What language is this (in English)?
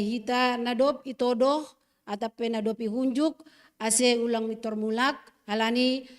Batak Simalungun